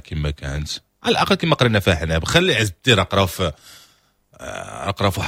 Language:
Moroccan Arabic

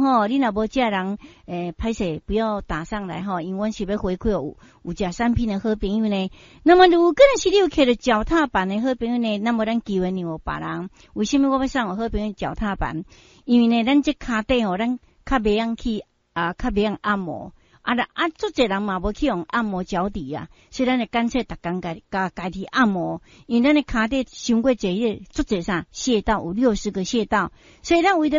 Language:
Min Nan Chinese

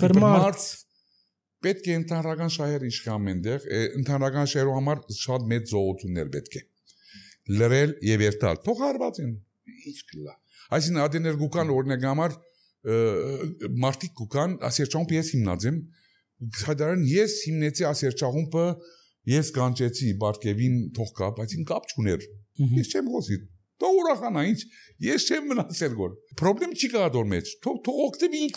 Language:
Armenian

